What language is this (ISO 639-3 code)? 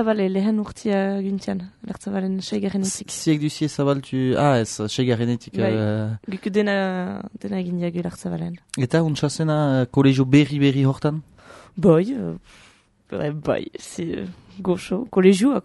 eus